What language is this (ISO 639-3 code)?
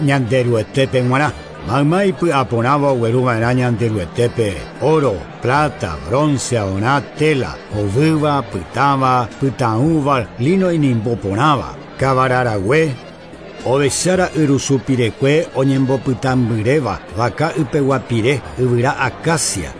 grn